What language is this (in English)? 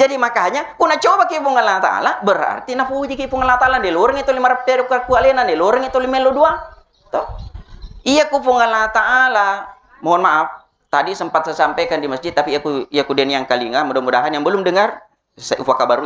Buginese